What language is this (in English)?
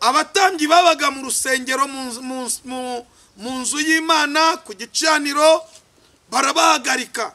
Kinyarwanda